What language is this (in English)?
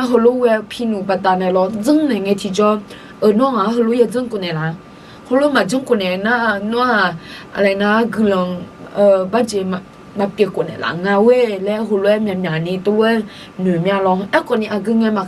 Akha